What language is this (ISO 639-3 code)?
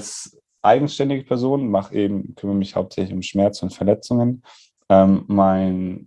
deu